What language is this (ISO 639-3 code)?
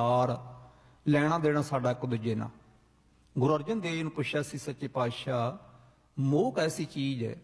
pan